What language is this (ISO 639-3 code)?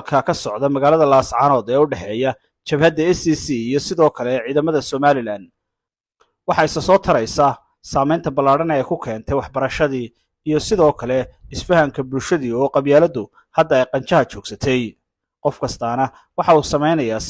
som